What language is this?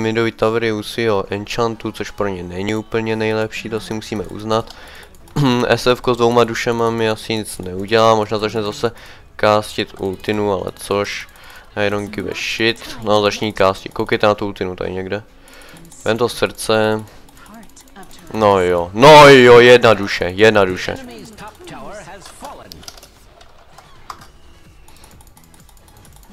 Czech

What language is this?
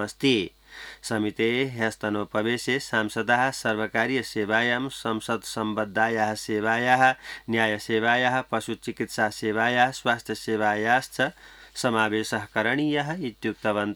Sanskrit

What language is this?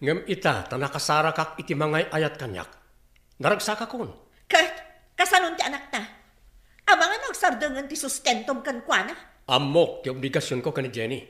Iloko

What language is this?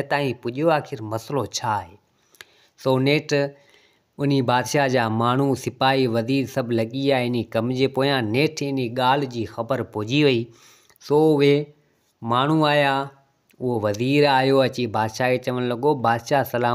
Sindhi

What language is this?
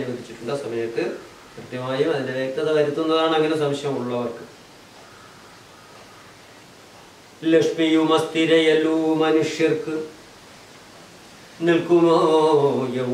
Malayalam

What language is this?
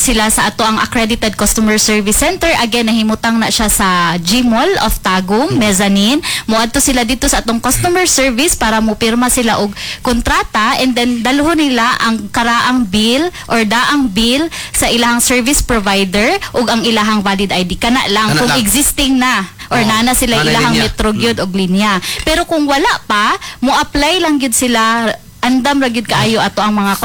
Cebuano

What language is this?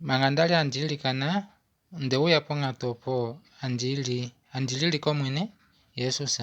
Kuanyama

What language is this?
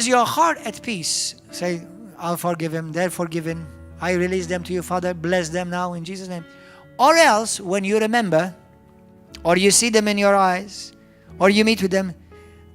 English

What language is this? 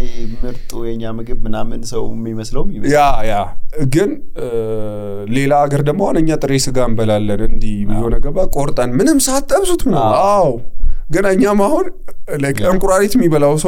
Amharic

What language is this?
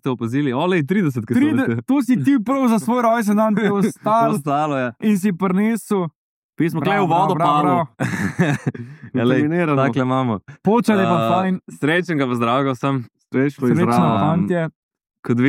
Slovenian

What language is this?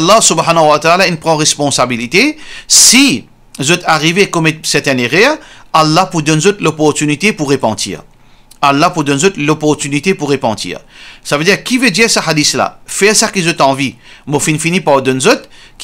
Morisyen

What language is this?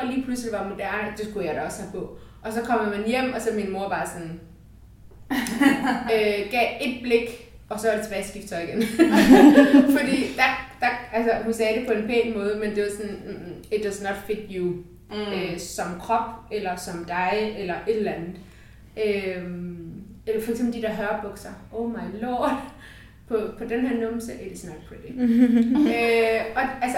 Danish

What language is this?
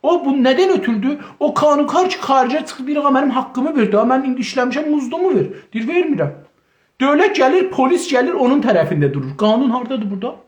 South Azerbaijani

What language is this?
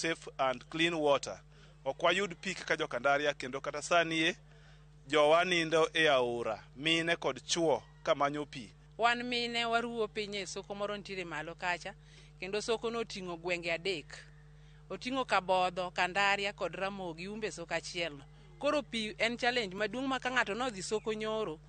Luo (Kenya and Tanzania)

